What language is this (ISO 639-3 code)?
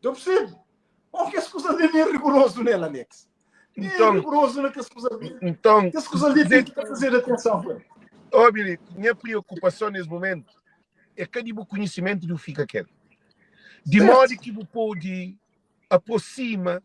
kea